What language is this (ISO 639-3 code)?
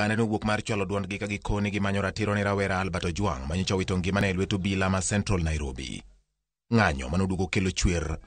luo